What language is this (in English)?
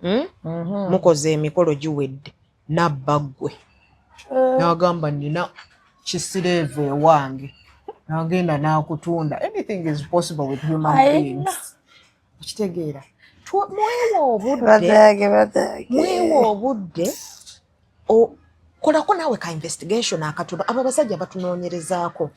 Ganda